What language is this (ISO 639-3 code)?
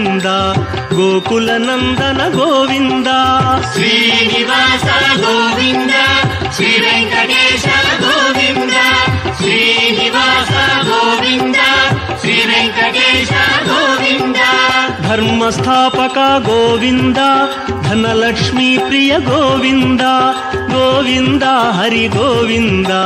tel